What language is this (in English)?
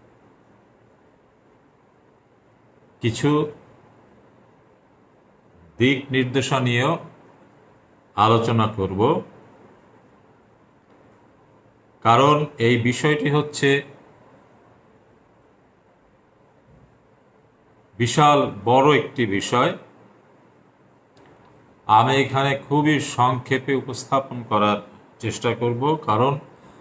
Bangla